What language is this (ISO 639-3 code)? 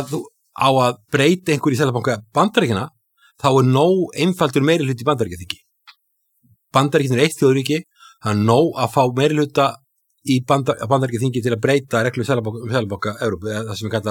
isl